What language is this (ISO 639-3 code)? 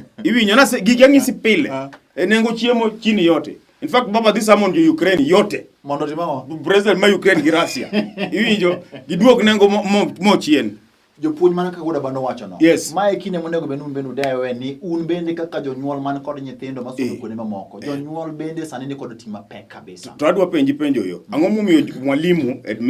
luo